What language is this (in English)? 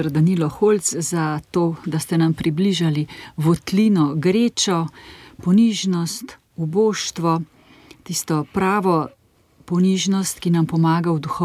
Slovenian